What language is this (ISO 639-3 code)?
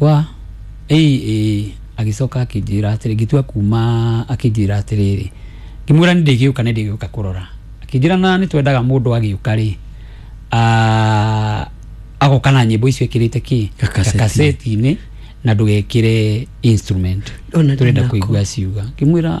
kik